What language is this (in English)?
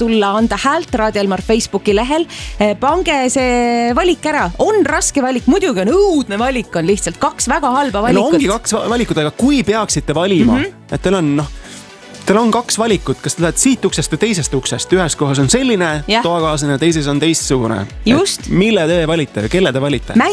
Estonian